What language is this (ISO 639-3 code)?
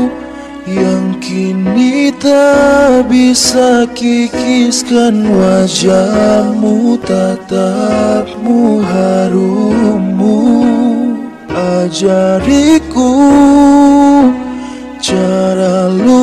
ind